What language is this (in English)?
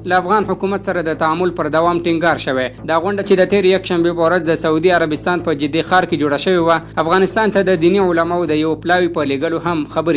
Pashto